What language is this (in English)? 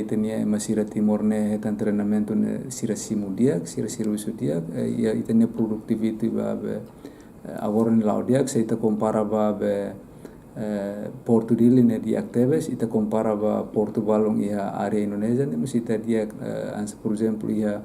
Tetum